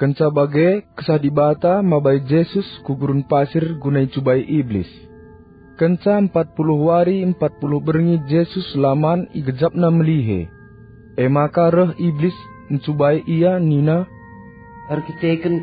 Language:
Batak Karo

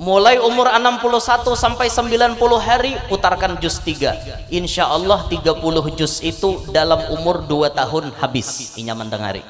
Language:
Banjar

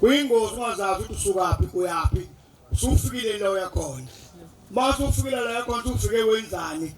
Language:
Zulu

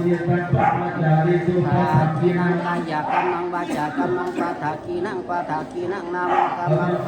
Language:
Pali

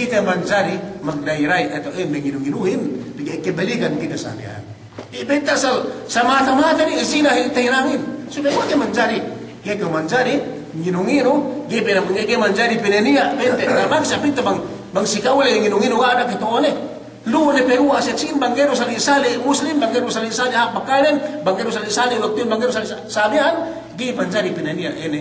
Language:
Yakan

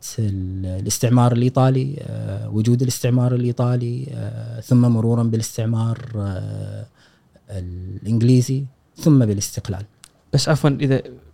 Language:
Gulf Arabic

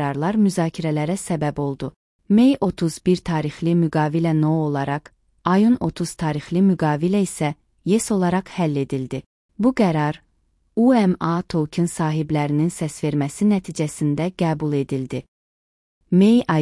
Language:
Azerbaijani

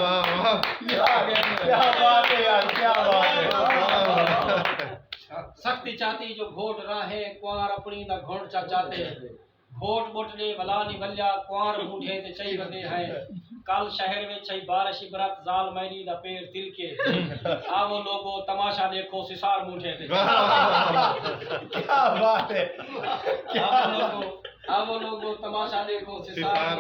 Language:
Saraiki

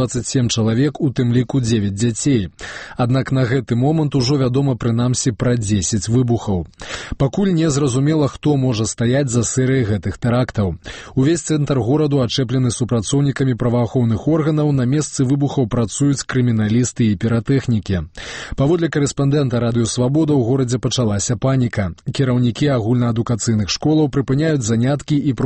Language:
Belarusian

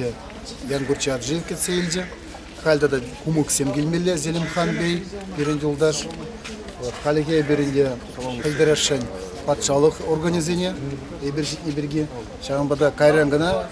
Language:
Chuvash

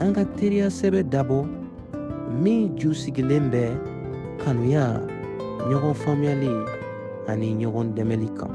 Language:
Bambara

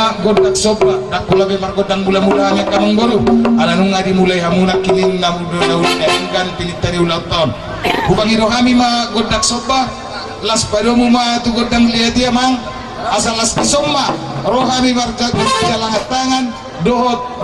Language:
Batak Toba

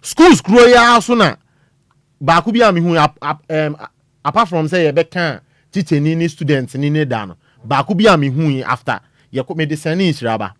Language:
Akan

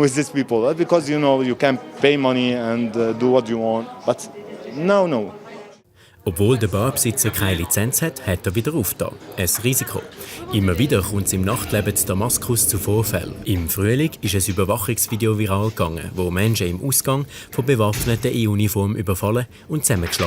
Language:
Swiss German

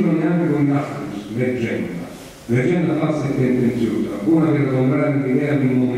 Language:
Italian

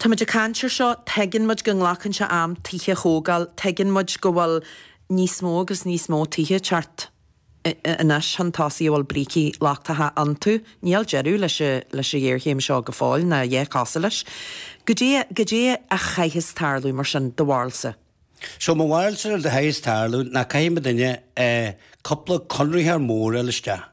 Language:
Irish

